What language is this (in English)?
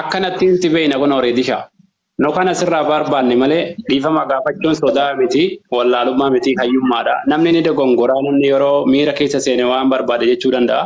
Oromo